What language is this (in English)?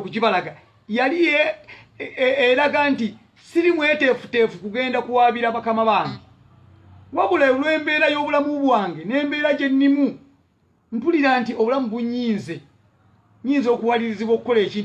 Ganda